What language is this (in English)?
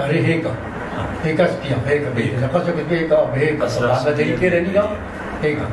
Kurdish